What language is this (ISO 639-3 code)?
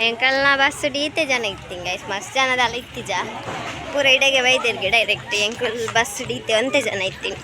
tcy